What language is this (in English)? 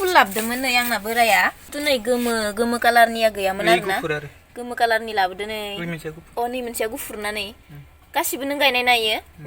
Bodo